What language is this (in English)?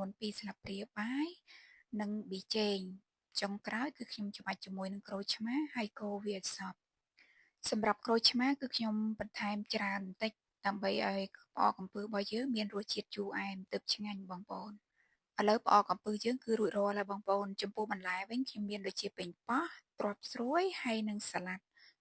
Khmer